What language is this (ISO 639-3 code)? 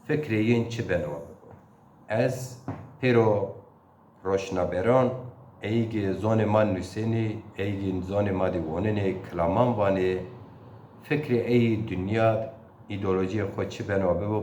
zza